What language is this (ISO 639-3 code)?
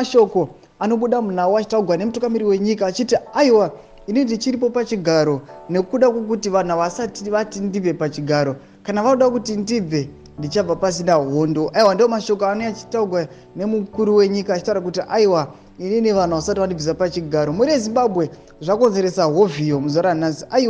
sna